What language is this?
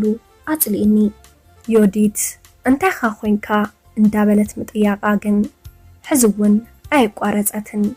Tigrinya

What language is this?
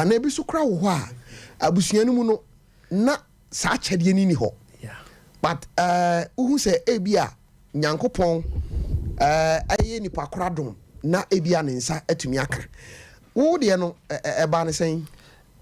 Akan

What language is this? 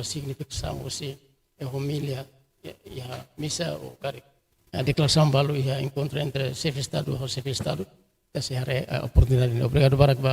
Tetum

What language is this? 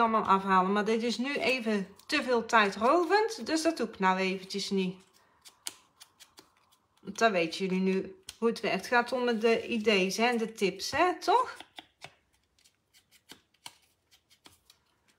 Dutch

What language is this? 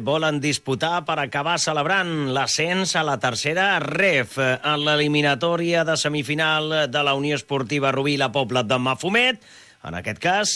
Catalan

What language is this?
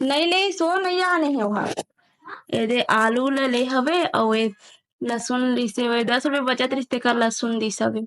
Chhattisgarhi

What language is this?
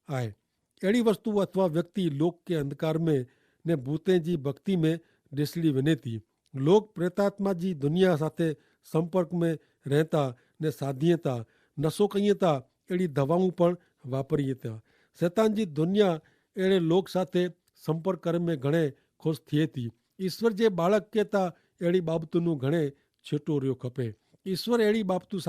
Kachhi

